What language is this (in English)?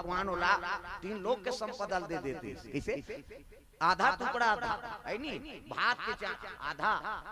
Chhattisgarhi